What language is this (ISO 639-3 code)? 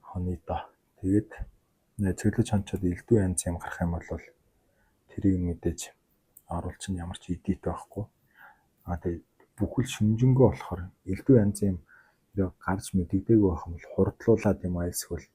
mon